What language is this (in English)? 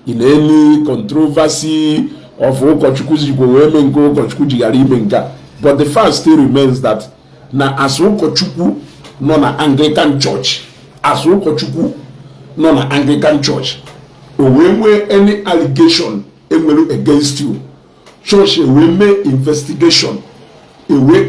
Igbo